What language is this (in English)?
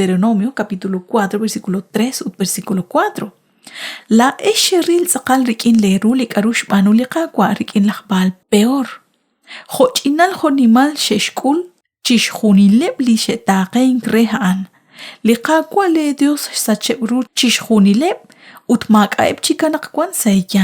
Kekchí